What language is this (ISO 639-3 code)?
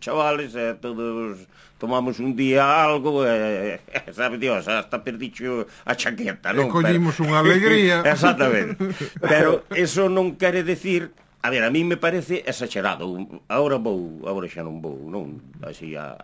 glg